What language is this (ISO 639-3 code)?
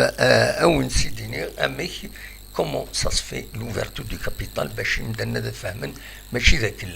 kab